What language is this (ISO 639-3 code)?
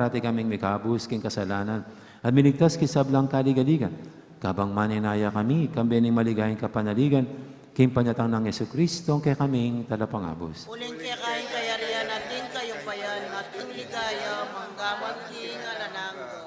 pam